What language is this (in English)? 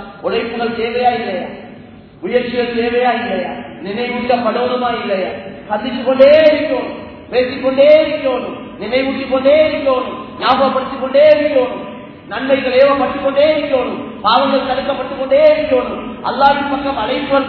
Tamil